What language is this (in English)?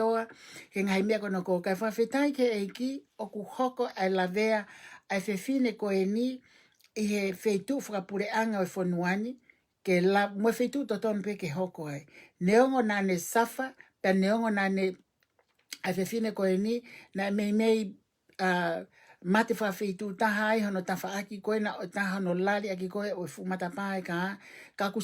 Tongan